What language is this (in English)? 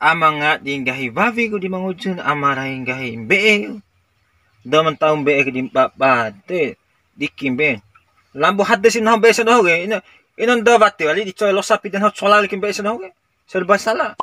Bima